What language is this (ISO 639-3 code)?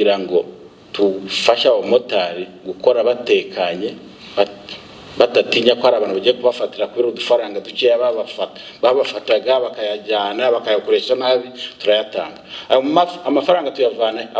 kin